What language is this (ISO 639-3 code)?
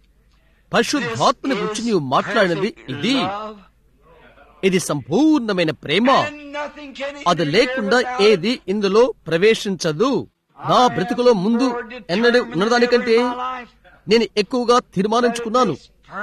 tel